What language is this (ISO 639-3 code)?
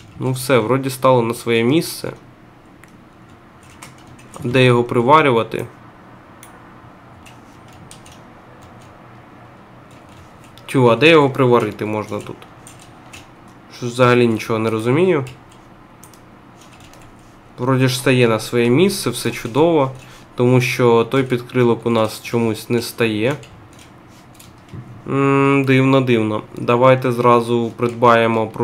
ukr